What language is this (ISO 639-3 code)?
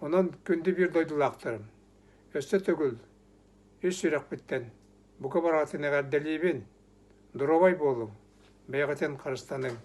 sah